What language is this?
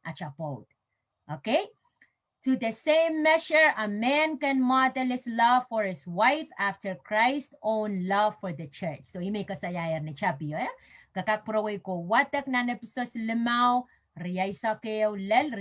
Pohnpeian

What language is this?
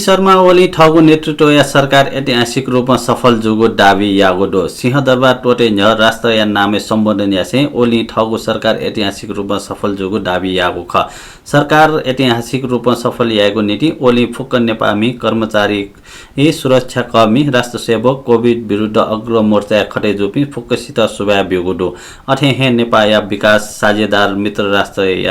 Newari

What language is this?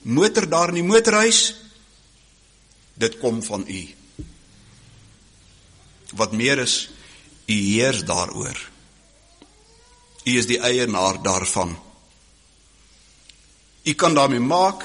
Afrikaans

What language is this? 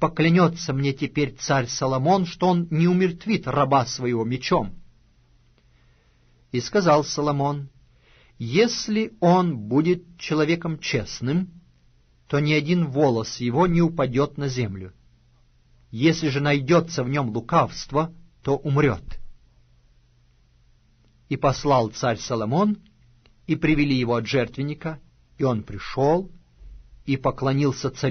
Russian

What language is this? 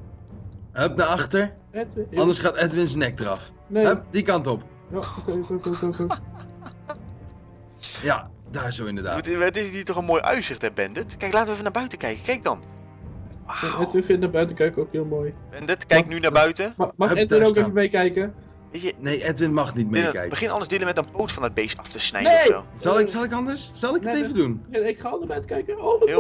Dutch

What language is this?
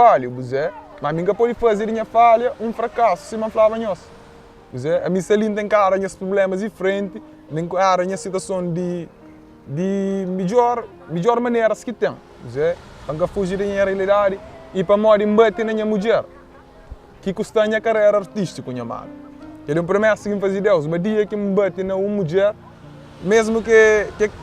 Kabuverdianu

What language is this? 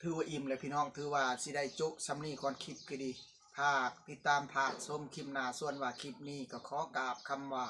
Northeastern Thai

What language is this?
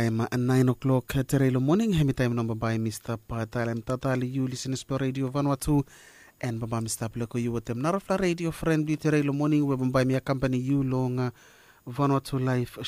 Bislama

